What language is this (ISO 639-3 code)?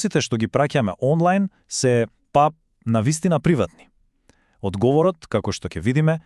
mkd